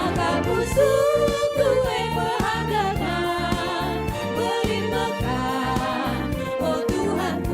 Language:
Batak Karo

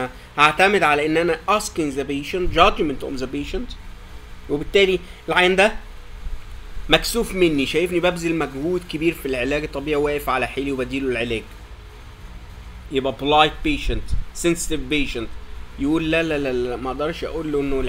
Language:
Egyptian Arabic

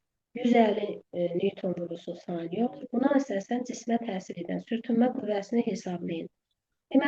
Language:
Azerbaijani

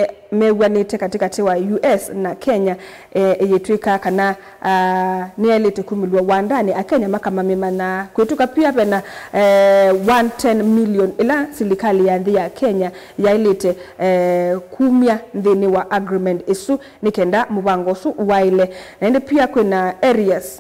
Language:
Kamba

